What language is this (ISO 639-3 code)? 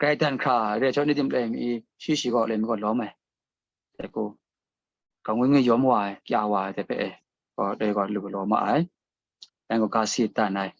kac